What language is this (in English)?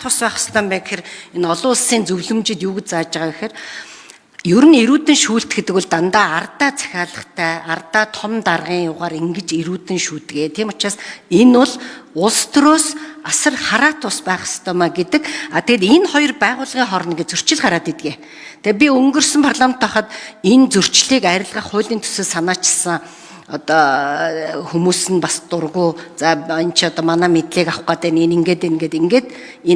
Mongolian